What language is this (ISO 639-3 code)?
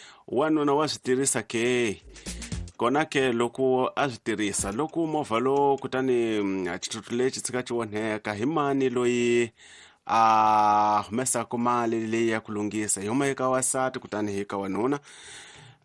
tso